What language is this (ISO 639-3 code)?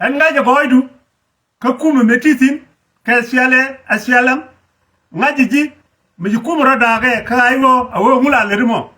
nus